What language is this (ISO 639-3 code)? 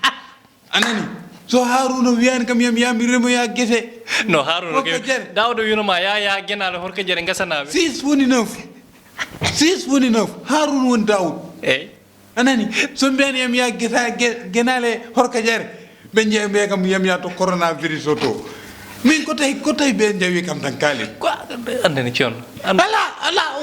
ful